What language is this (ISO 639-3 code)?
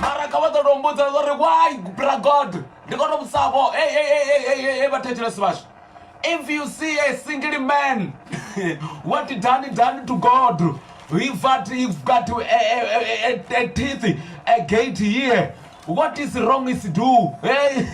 ven